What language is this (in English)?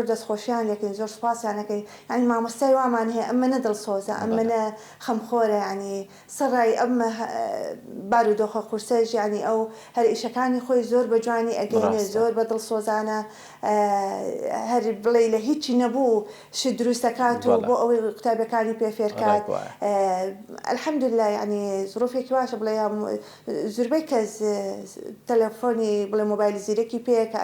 Central Kurdish